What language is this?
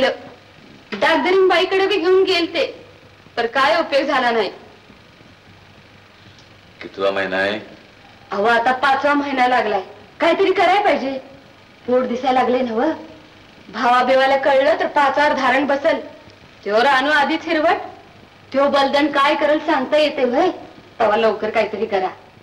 Marathi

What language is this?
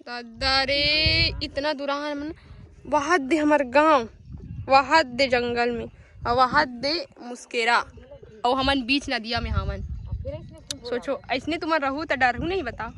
Chhattisgarhi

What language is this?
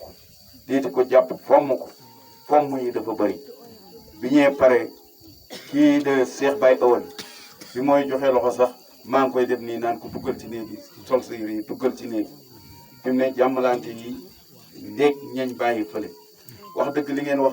Wolof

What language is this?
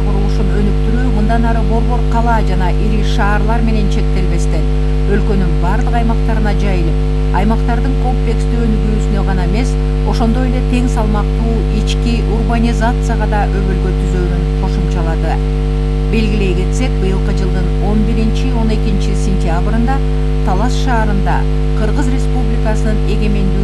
Kyrgyz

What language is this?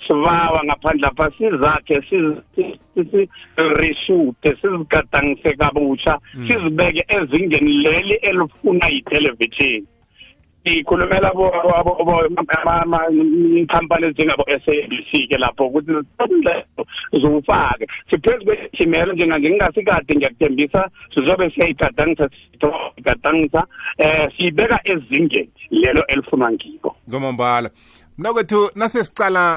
South Ndebele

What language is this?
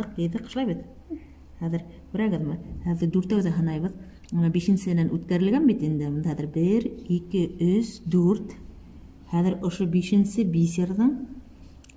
Bashkir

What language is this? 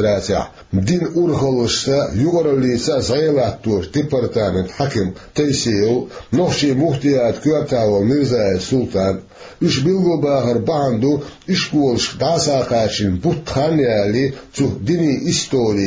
Chechen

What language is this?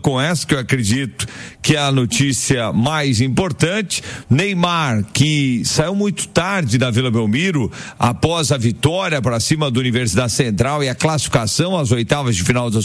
Portuguese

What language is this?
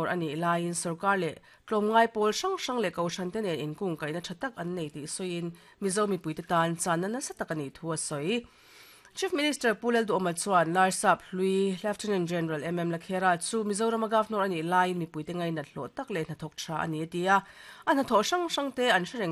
Mizo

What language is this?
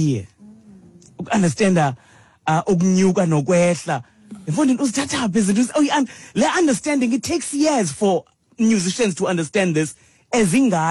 Xhosa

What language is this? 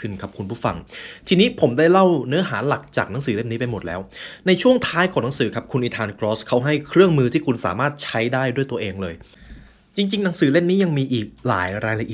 Thai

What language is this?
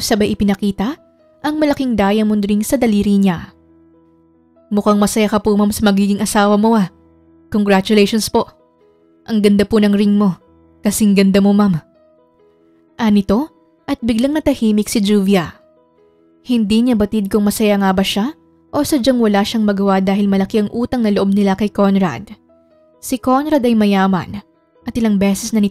Filipino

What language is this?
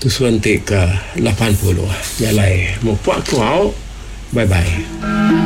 Iban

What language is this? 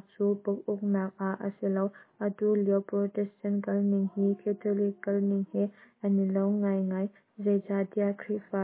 Hakha Chin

